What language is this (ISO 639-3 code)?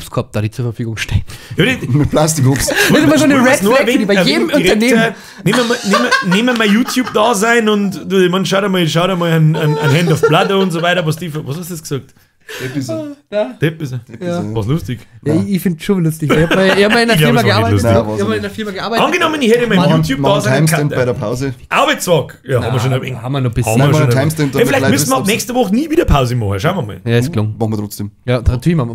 bar